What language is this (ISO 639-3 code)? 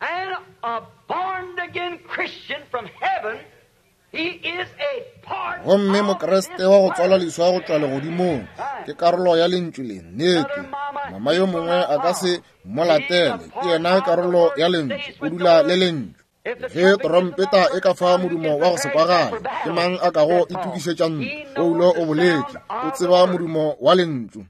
nso